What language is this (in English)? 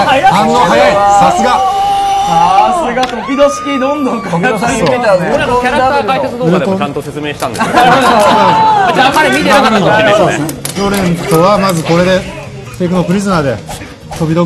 Japanese